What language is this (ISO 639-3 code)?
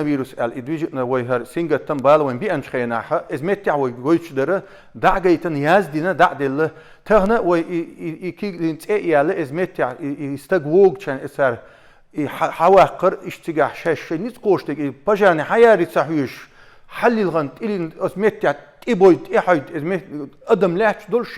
che